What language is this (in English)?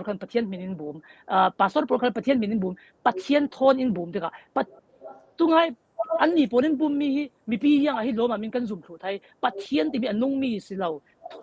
Falam Chin